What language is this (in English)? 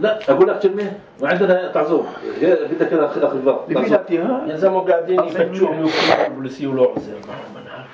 North Levantine Arabic